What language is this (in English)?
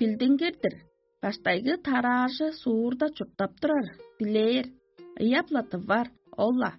Tuvinian